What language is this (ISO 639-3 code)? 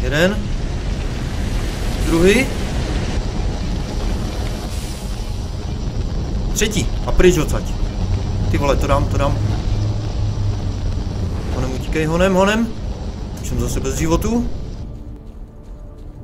ces